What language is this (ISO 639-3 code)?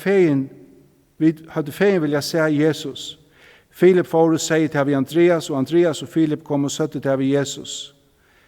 fao